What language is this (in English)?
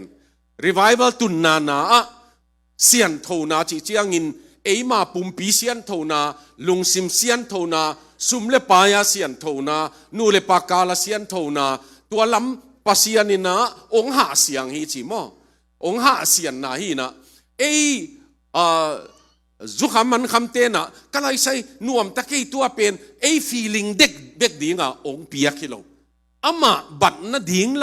Tedim Chin